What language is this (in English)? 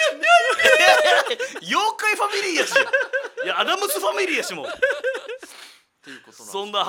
Japanese